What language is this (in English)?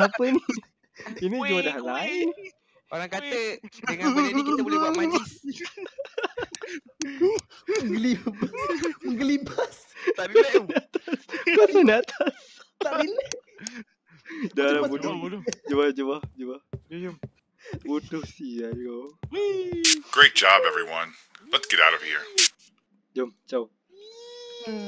Malay